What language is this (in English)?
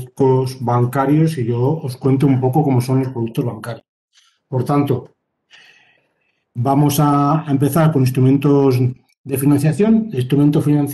Spanish